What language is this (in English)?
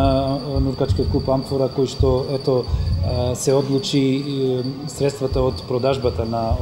Macedonian